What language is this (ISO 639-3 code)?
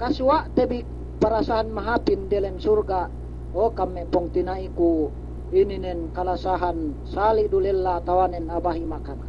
yka